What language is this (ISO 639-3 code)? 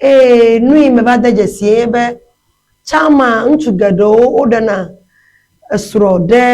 ewe